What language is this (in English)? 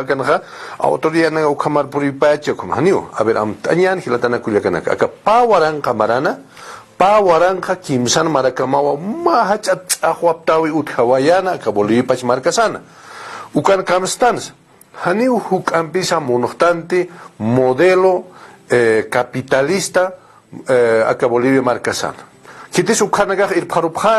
Aymara